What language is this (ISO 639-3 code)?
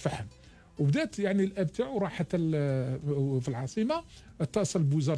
arq